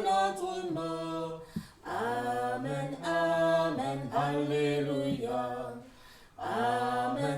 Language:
Morisyen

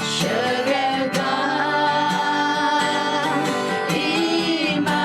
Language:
Akha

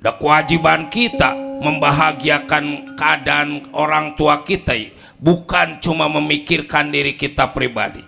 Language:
Betawi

